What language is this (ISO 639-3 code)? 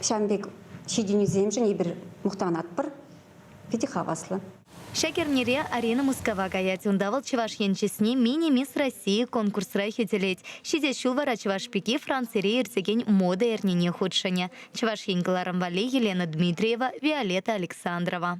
chv